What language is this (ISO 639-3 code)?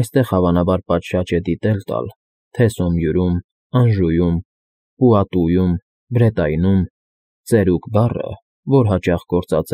hye